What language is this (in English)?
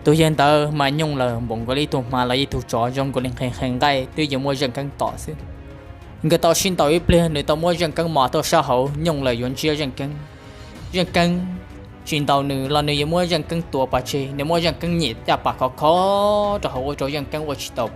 Hmong